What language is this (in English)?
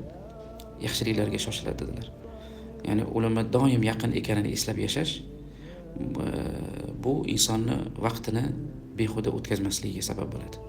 Uzbek